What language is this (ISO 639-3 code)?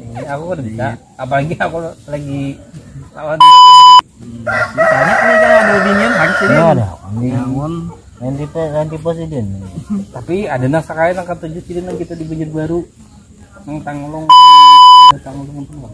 bjn